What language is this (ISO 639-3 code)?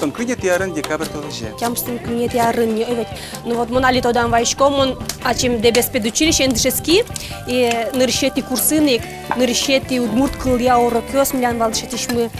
udm